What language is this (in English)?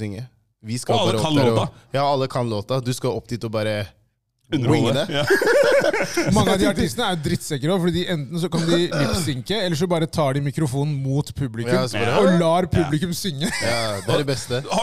Norwegian